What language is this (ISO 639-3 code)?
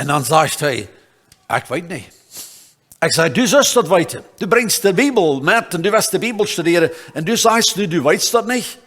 pdt